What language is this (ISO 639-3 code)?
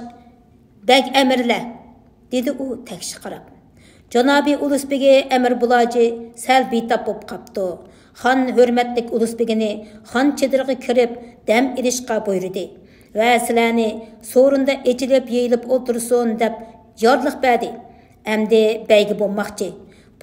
uig